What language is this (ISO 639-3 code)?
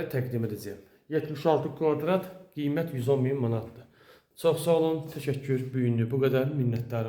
aze